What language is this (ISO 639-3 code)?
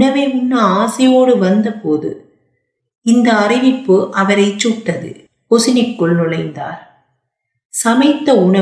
tam